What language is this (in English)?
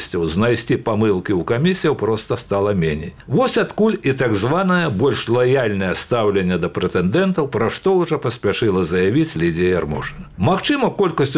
Belarusian